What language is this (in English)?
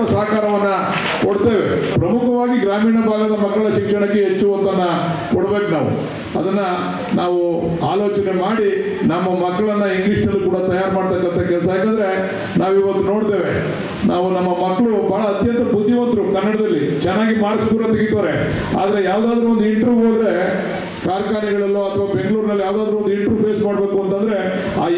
Kannada